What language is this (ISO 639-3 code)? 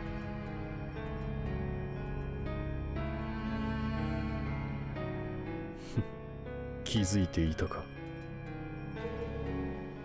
jpn